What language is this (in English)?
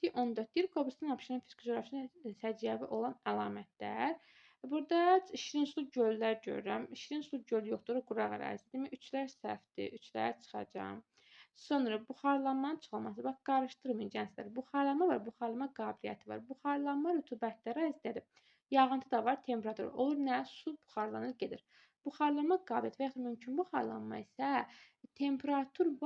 Azerbaijani